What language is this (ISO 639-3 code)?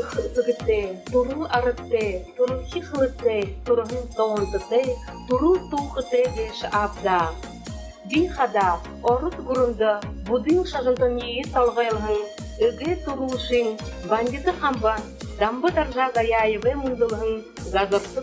bua